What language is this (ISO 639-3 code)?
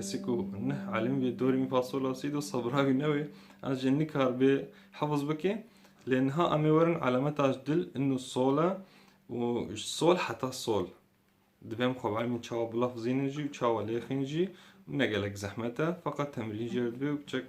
kur